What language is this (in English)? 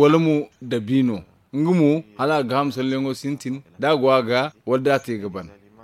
Zarma